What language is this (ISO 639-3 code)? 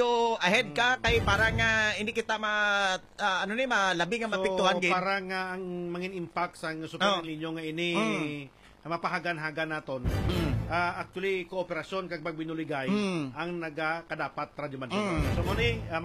hil